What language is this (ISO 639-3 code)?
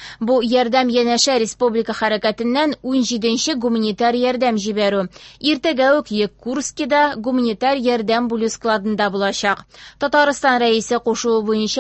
tat